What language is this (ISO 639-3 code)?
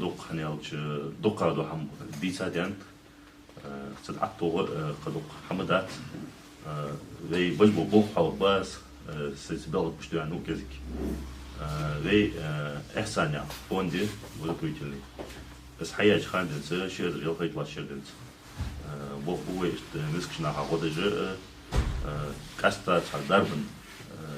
inh